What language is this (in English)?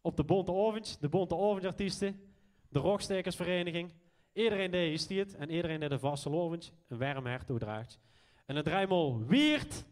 Limburgish